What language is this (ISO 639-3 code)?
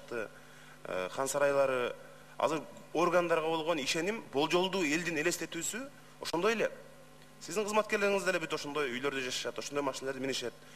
kir